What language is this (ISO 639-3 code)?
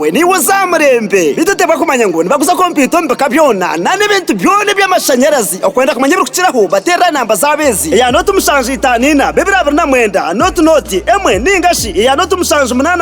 nyn